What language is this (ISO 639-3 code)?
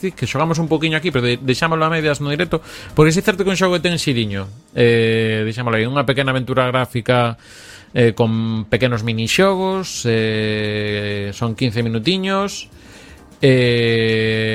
glg